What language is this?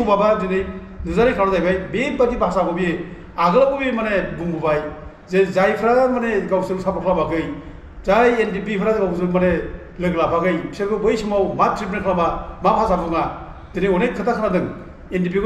Bodo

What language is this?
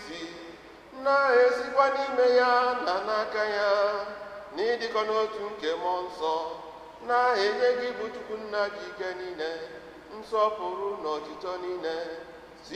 Igbo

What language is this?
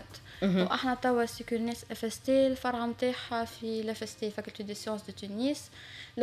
Tunisian Arabic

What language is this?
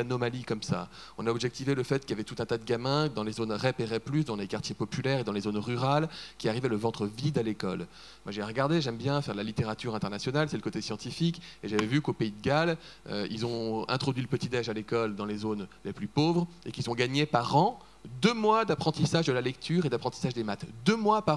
French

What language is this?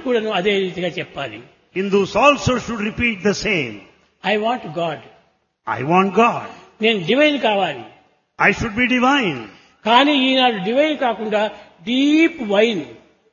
Telugu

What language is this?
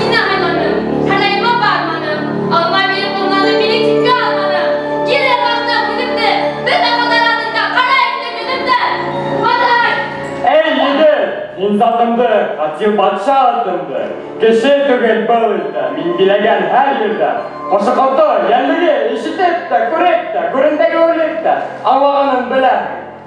Bashkir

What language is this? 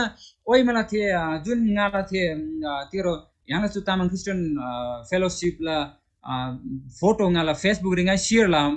Eastern Tamang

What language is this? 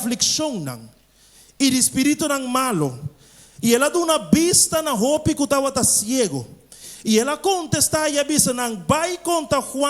Papiamento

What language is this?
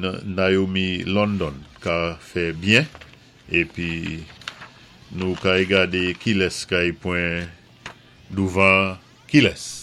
Saint Lucian Creole French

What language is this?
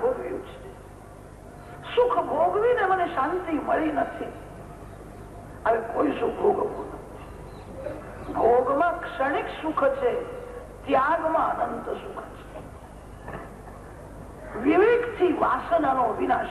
Gujarati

